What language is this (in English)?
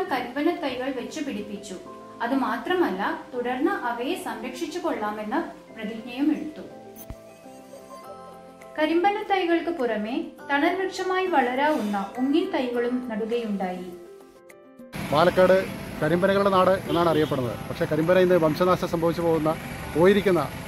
Malayalam